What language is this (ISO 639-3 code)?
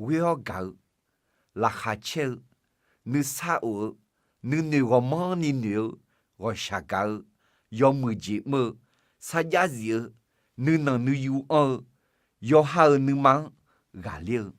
ahk